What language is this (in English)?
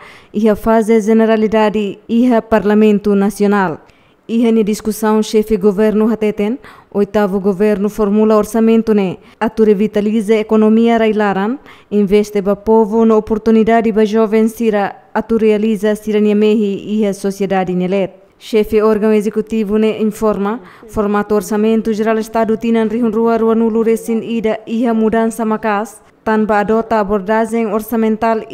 Tetum